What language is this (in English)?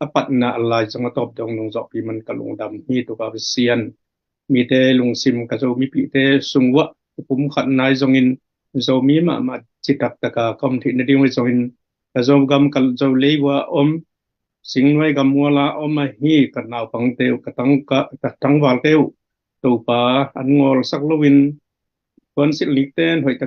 Tedim Chin